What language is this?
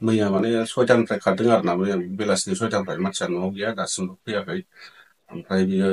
Bodo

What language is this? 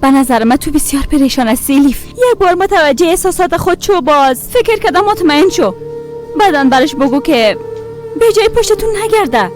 Persian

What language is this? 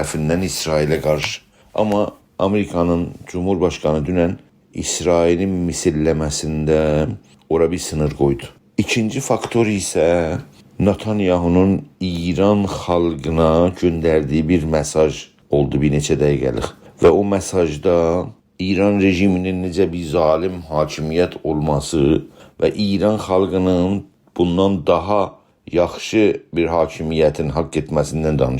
South Azerbaijani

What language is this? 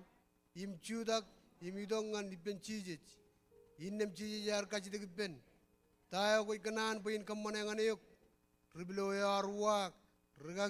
Marshallese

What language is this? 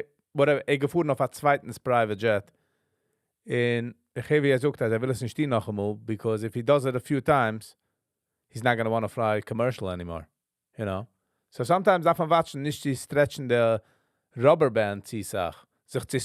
Yiddish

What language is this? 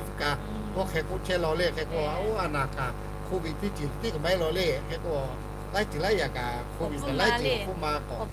Lahu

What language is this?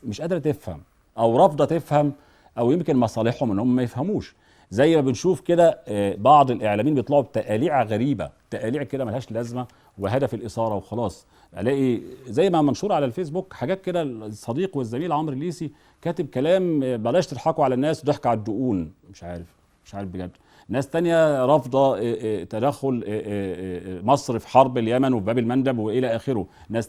Egyptian Arabic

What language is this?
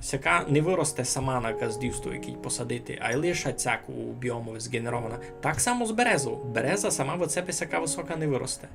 Rusyn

